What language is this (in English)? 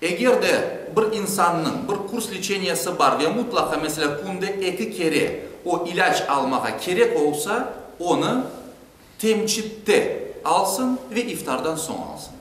Crimean Tatar